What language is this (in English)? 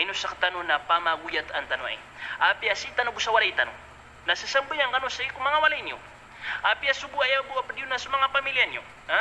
Maranao